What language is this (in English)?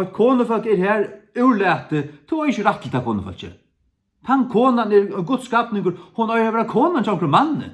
Faroese